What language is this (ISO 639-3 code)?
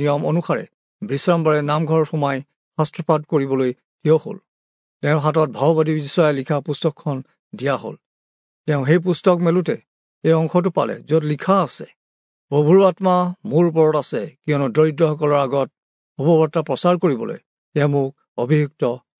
asm